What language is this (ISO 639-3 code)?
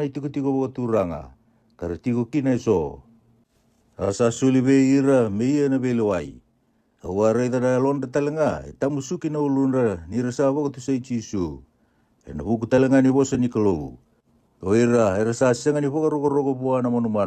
fij